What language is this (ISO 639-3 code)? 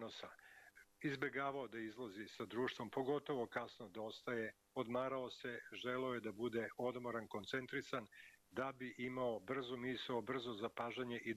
srp